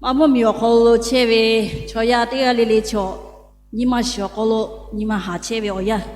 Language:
Lahu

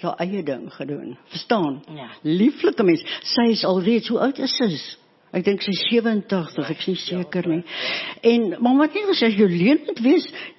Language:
Afrikaans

